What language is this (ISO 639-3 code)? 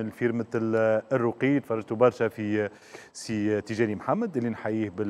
aeb